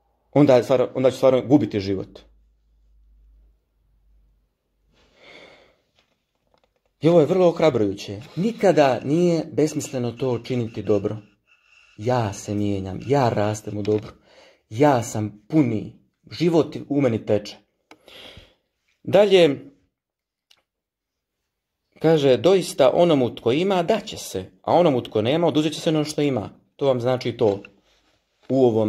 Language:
Croatian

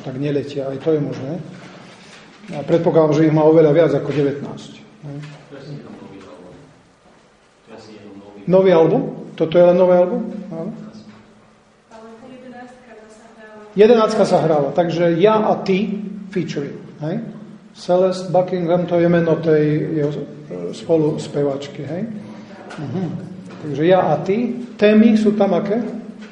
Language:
Slovak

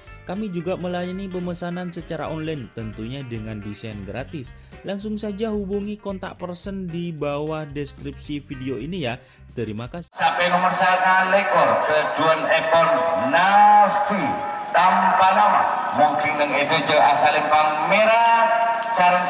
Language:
Madurese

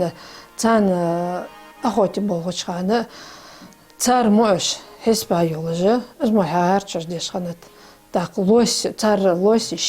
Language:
Ingush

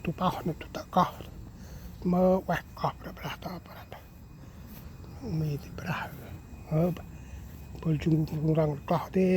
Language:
Central Mnong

